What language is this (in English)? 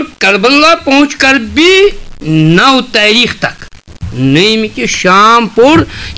Kashmiri